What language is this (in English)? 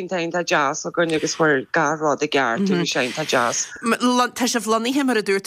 Irish